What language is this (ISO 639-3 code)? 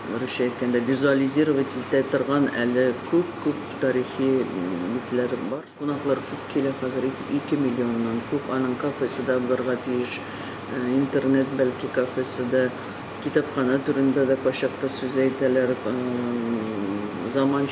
tat